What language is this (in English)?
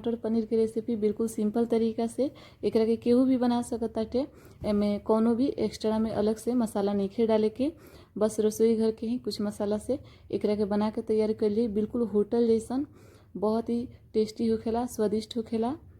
Bhojpuri